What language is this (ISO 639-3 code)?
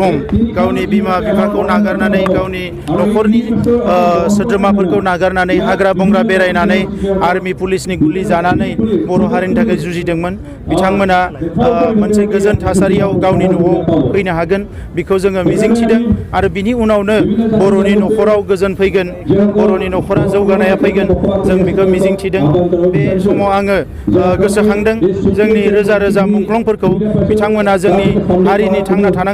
brx